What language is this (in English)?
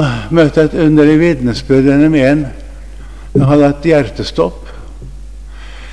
Norwegian